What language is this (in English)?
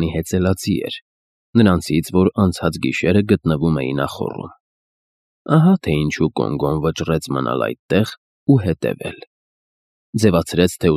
Armenian